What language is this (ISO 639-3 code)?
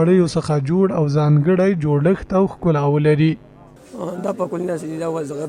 pus